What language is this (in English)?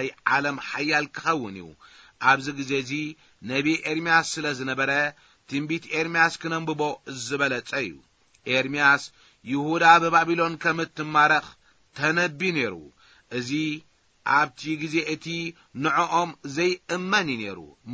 Tigrinya